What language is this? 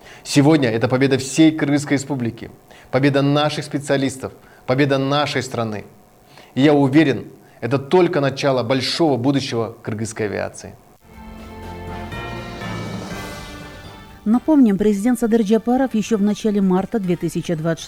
Russian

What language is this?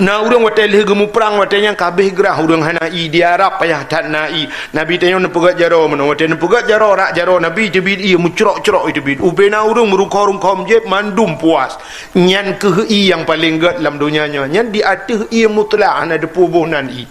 Achinese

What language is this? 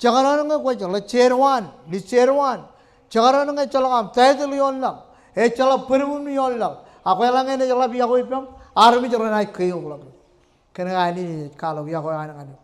Marshallese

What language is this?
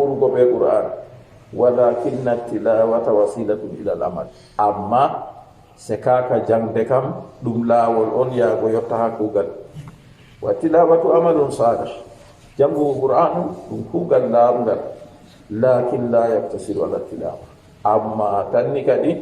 Fula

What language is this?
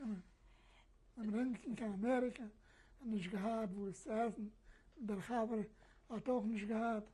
Yiddish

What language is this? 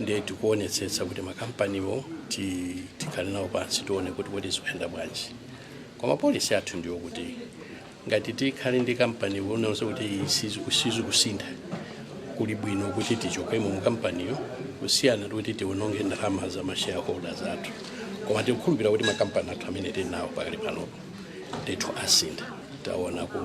Nyanja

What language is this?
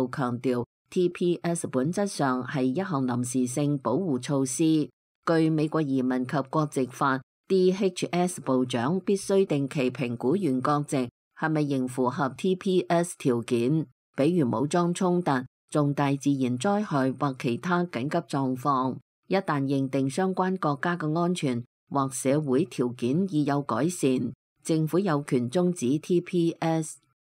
Cantonese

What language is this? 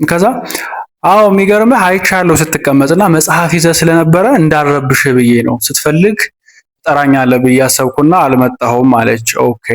Amharic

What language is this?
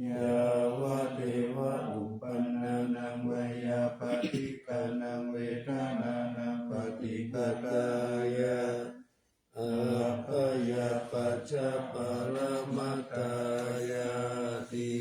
Pali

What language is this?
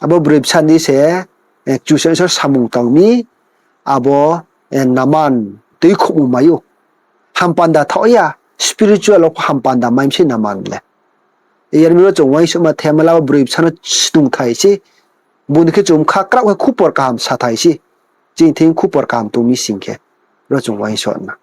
Riang (India)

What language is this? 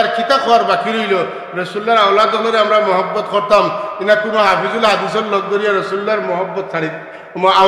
Sylheti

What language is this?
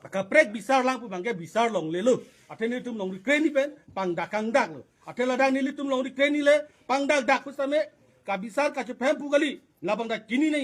Karbi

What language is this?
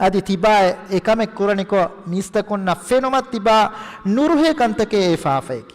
Divehi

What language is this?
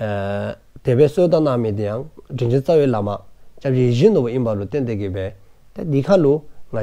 Dzongkha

